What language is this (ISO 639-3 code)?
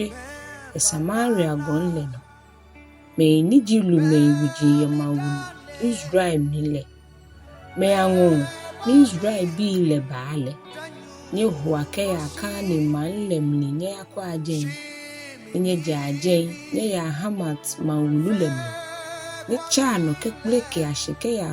gaa